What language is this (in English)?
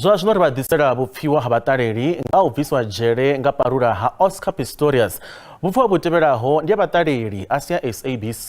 Venda